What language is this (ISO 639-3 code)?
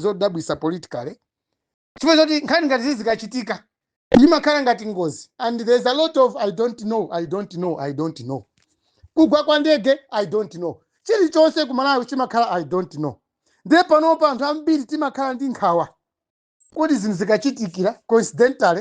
nya